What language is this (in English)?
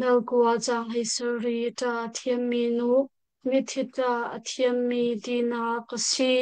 Hakha Chin